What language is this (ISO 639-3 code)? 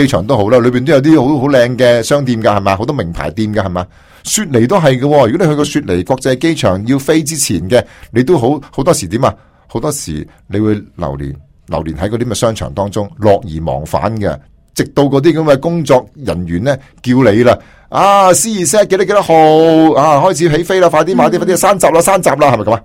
yue